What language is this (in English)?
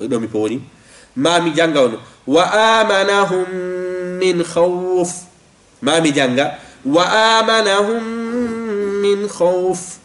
Fula